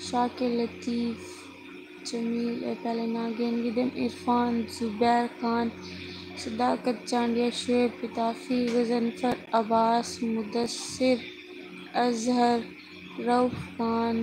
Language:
Saraiki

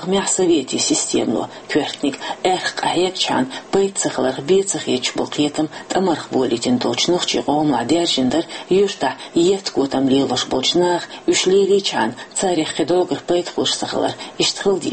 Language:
Chechen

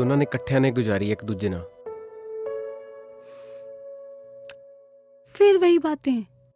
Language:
Punjabi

